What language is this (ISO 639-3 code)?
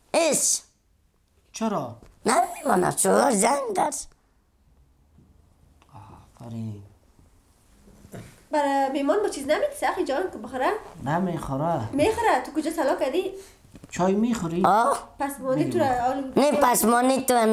fas